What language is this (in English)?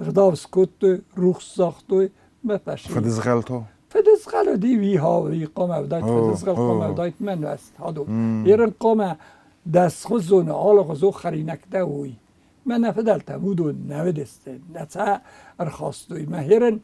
Ossetic